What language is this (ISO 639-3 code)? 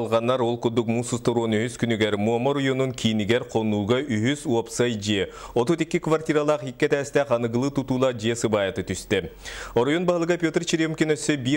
sah